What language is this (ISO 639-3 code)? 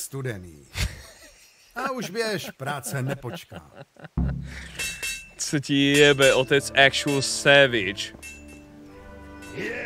ces